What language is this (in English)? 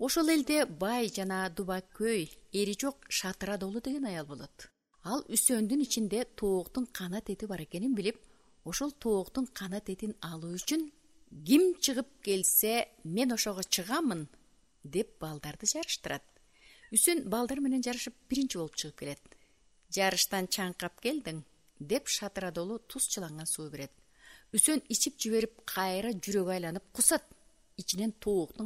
Kyrgyz